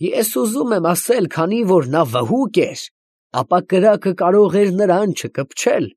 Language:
Armenian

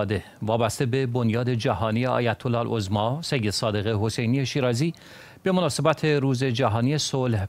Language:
Persian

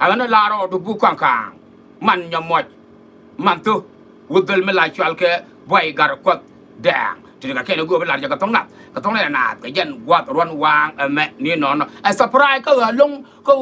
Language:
Nuer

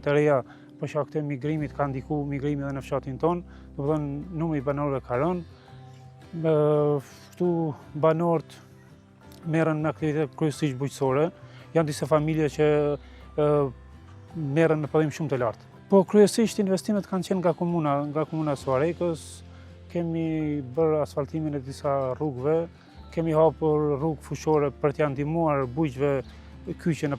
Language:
Albanian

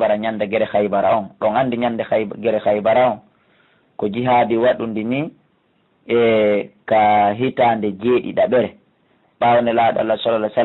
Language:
Fula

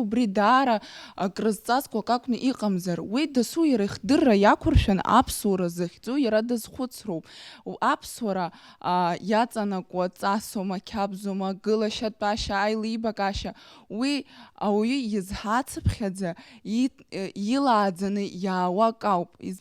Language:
Abkhazian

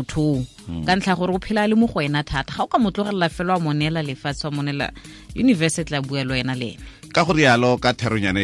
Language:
Tswana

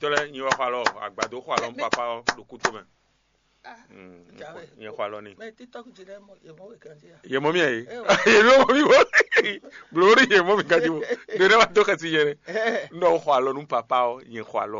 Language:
Fon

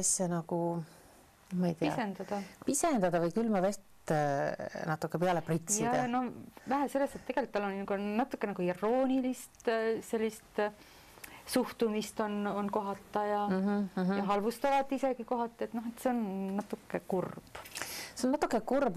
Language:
Estonian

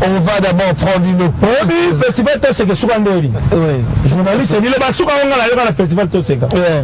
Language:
Lingala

